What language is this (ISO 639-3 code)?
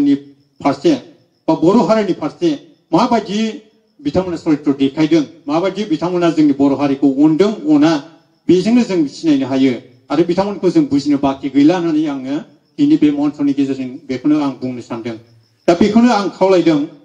brx